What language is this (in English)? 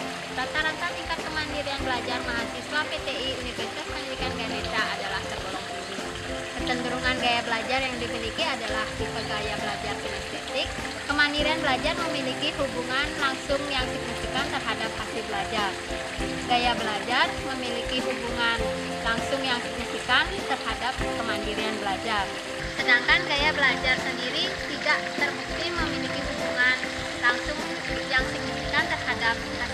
Indonesian